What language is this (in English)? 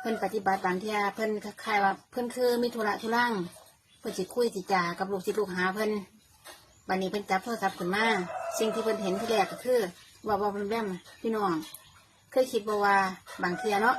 Lao